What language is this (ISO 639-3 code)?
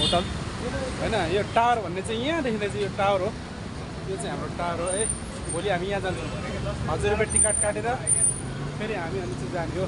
nep